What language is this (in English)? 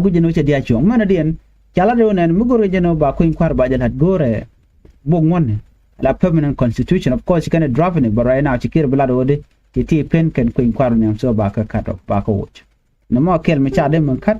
Nuer